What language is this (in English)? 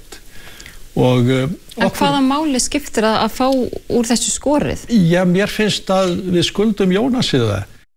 Icelandic